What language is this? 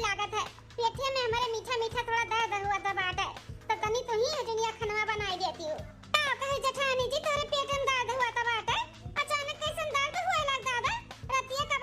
Awadhi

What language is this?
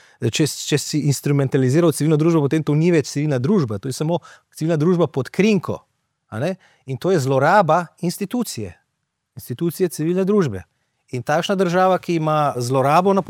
Slovenian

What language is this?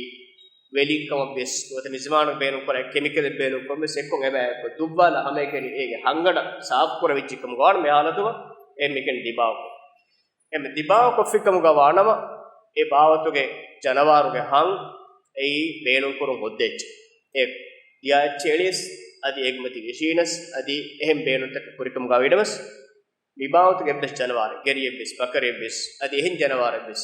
Divehi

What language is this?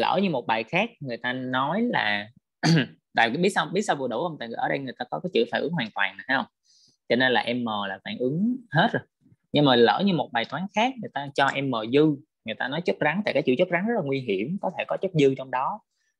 Vietnamese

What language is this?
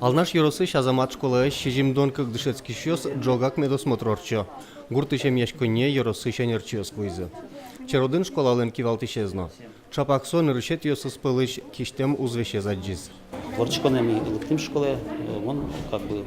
Udmurt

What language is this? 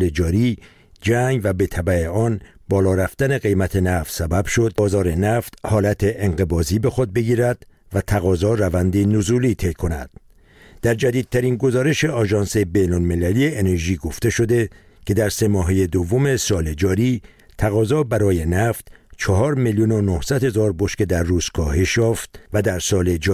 Persian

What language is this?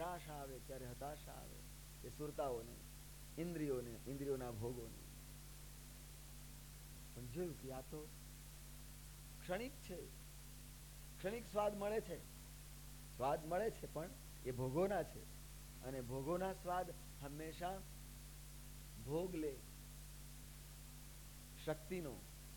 Gujarati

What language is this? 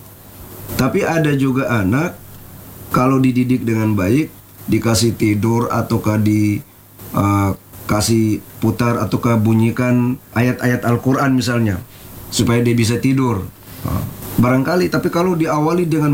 Indonesian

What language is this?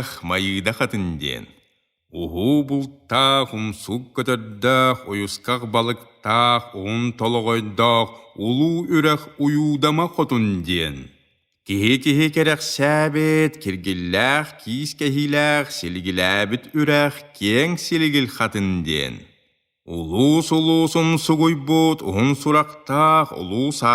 Yakut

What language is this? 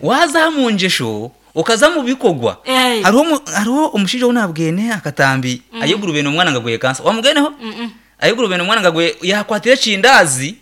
Nyankole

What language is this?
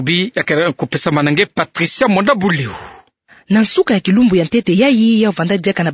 Kituba (Democratic Republic of Congo)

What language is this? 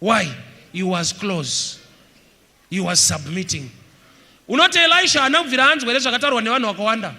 Shona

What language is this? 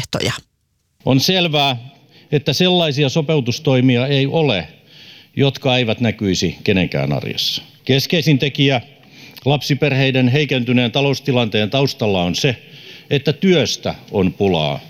Finnish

